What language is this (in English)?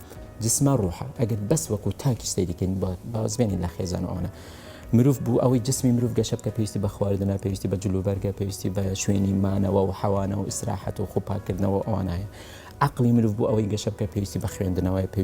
Central Kurdish